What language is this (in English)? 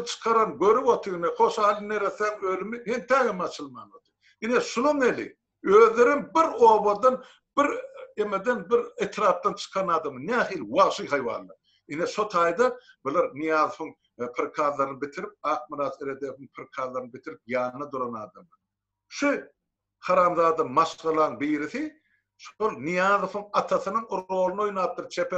Turkmen